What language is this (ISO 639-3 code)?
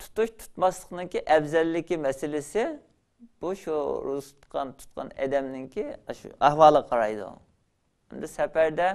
uig